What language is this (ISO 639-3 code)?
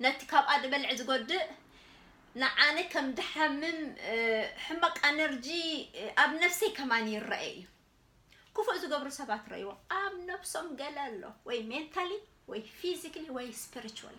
tir